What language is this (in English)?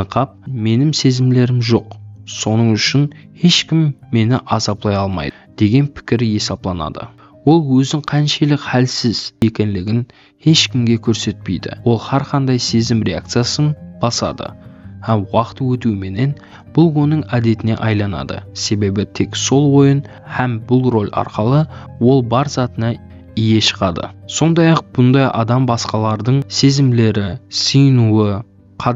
Kara-Kalpak